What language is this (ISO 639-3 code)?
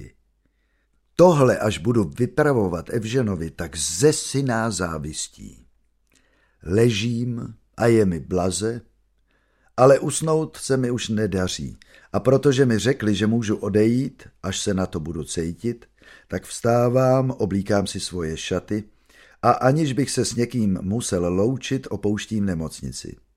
ces